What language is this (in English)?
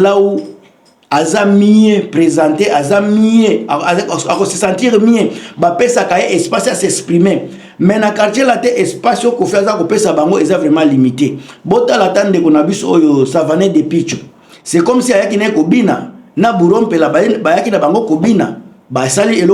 Lingala